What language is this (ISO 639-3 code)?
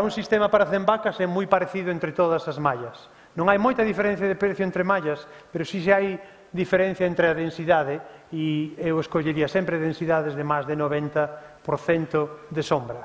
glg